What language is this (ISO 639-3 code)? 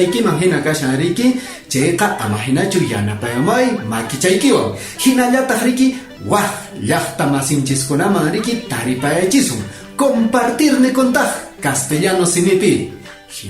que